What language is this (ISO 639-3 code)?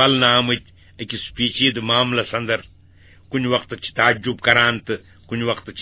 kas